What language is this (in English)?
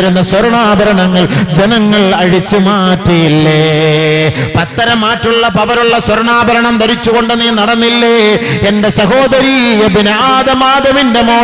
Malayalam